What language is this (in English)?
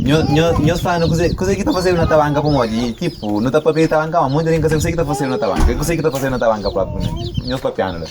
Kabuverdianu